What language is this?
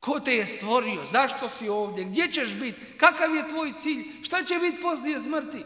Bosnian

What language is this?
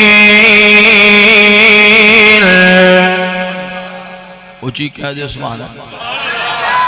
Urdu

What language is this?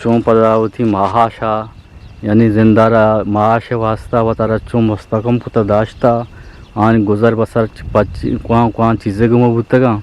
Eastern Balochi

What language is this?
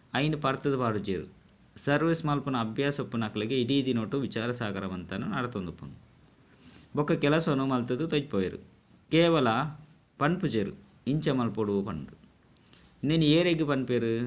Tulu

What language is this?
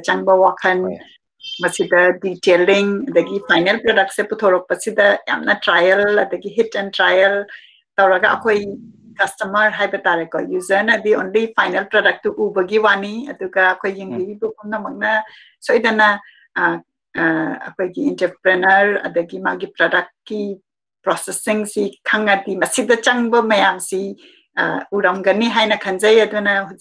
Manipuri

